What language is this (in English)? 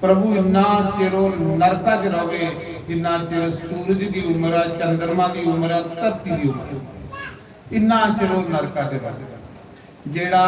Dogri